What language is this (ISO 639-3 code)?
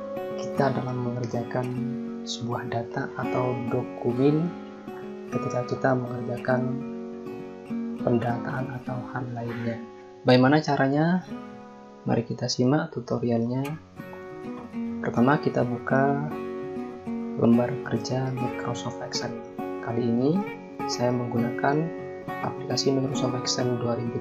ind